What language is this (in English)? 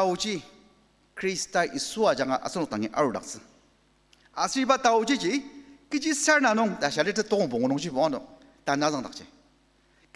Ao Naga